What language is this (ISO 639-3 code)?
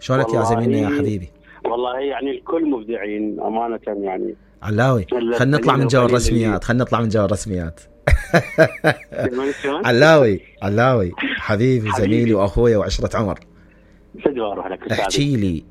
acm